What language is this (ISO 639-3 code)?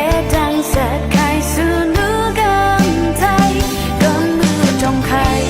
raw